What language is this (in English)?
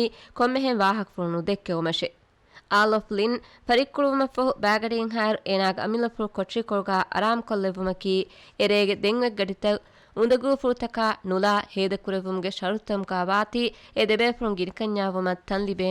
Divehi